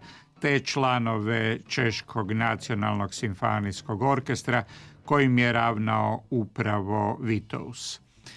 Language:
Croatian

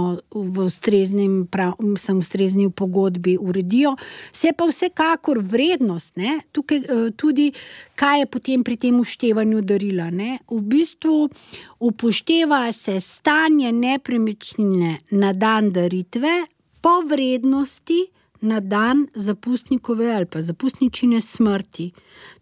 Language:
Slovenian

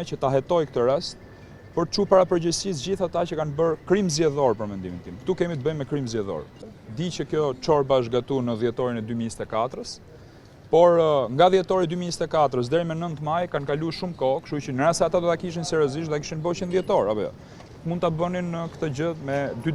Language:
Albanian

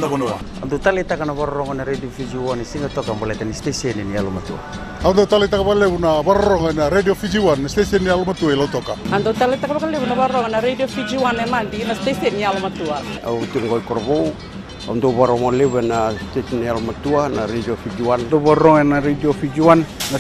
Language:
Fijian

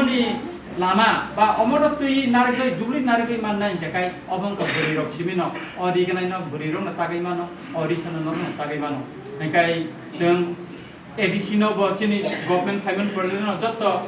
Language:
Kok Borok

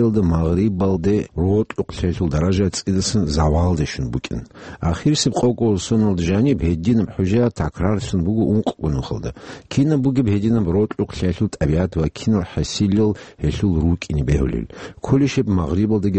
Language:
Avaric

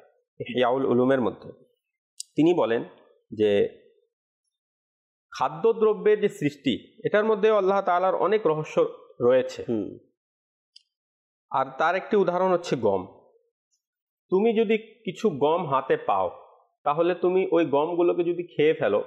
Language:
Bangla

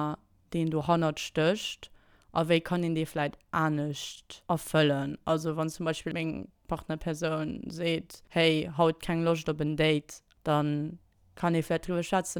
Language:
Luxembourgish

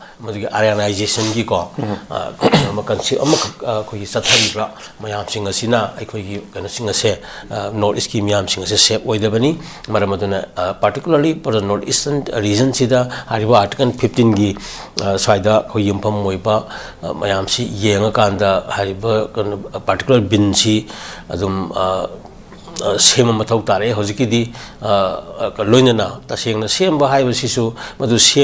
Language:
Manipuri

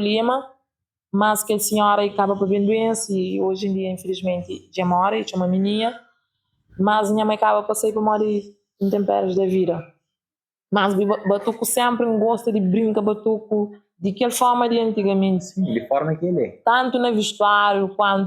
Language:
Kabuverdianu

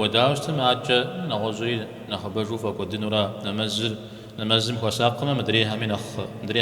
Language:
Kabardian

